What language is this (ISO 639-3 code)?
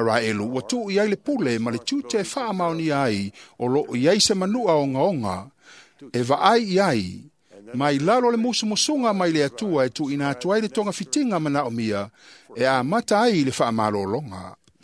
smo